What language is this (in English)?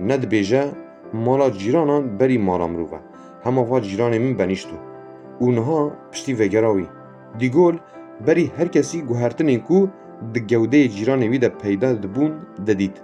Kurdish